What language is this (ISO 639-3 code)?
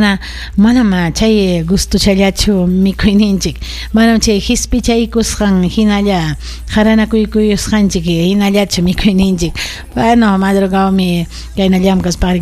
quy